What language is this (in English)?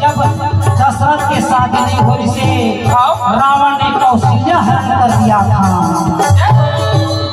Chhattisgarhi